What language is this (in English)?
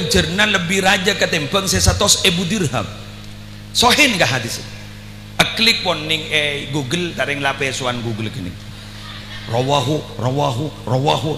Madurese